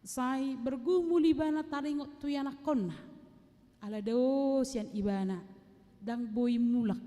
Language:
Batak Toba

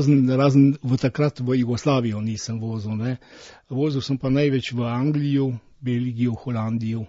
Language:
Slovenian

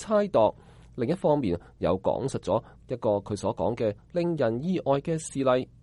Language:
Cantonese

